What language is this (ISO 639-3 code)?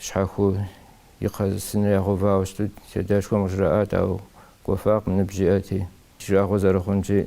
kbd